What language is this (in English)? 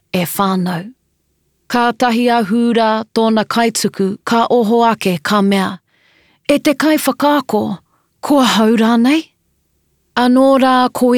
Māori